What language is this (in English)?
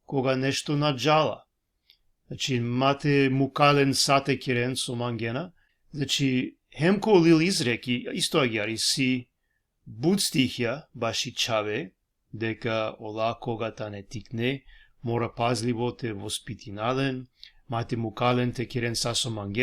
Balkan Romani